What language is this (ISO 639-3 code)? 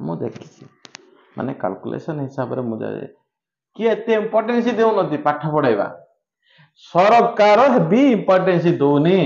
ori